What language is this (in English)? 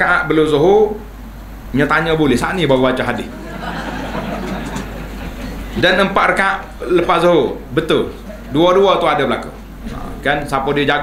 Malay